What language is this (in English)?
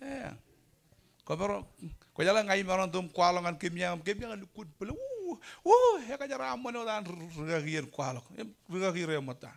Marshallese